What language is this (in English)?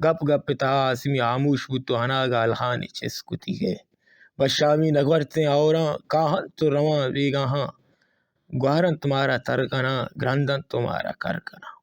Baluchi